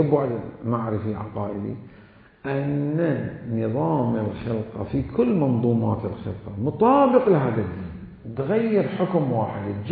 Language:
Mesopotamian Arabic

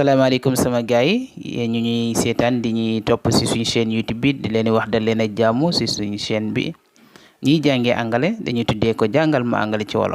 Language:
Wolof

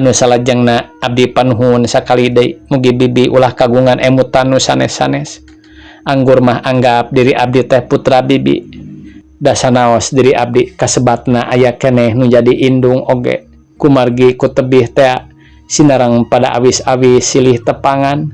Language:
Sundanese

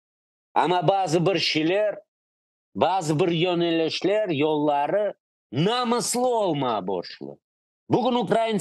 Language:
Crimean Tatar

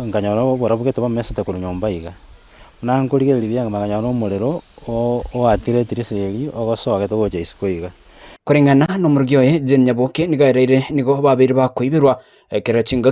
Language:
Gusii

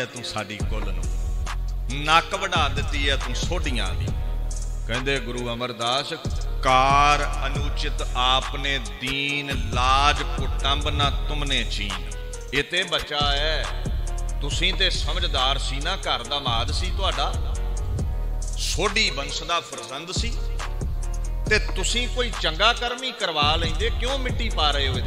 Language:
Punjabi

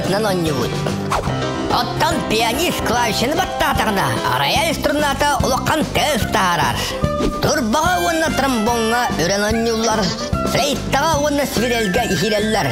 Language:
Yakut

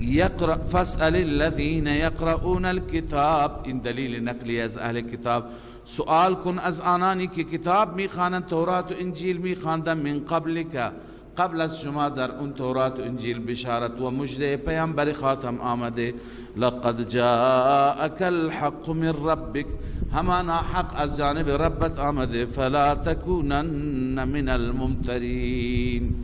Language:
Persian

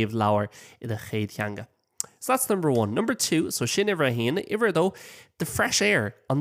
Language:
Irish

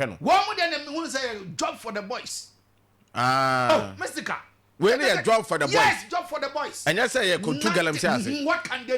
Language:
Akan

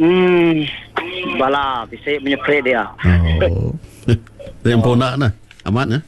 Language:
Iban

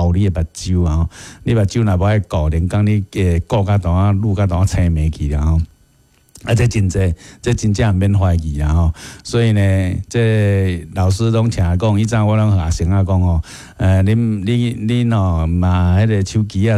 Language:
Min Nan Chinese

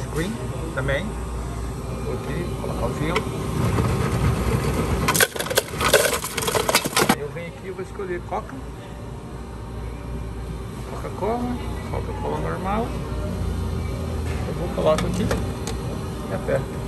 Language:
Portuguese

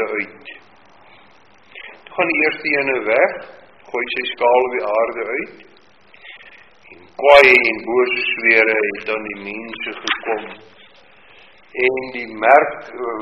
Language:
Afrikaans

